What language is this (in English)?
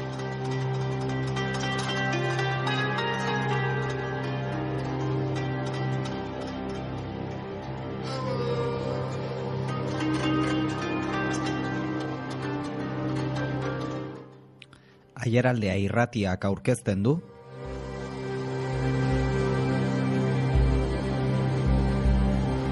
Basque